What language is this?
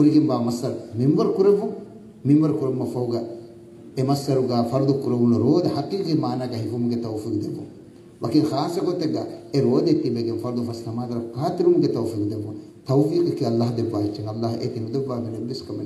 Divehi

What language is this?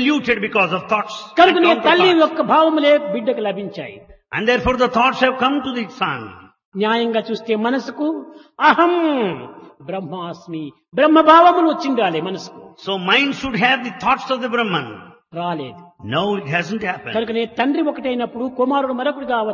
Telugu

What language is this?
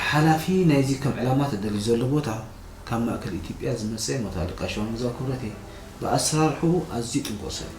Tigrinya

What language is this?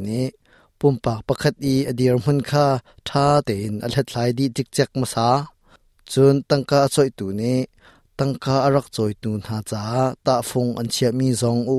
Hakha Chin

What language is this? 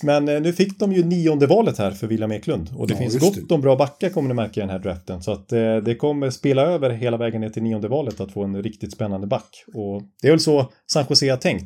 Swedish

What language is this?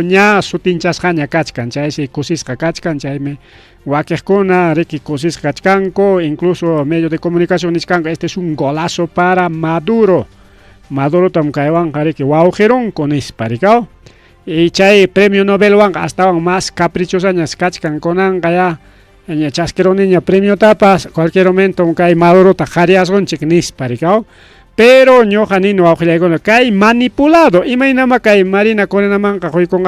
Ayacucho Quechua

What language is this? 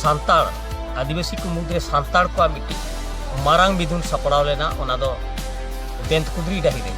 Santali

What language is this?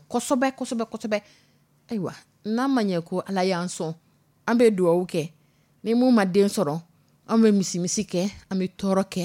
Dyula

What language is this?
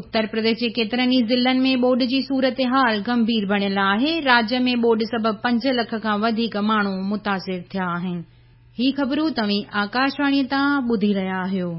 Sindhi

